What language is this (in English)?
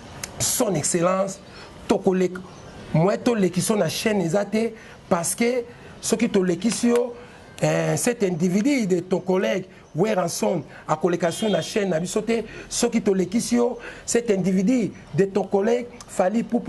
Lingala